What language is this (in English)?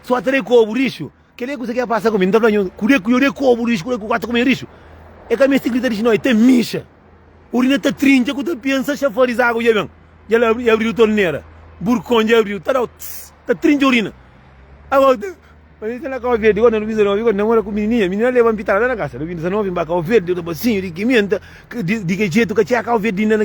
Kabuverdianu